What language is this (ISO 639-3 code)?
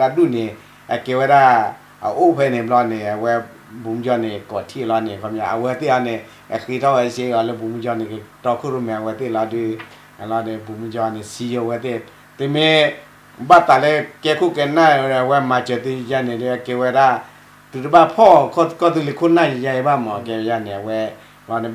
ksw